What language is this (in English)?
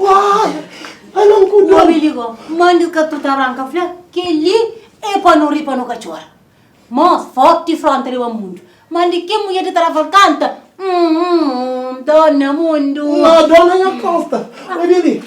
Kabuverdianu